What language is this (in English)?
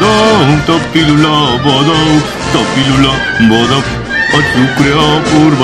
Basque